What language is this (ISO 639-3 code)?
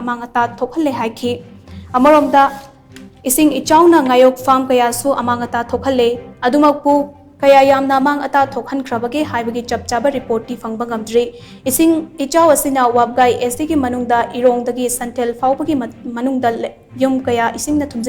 mni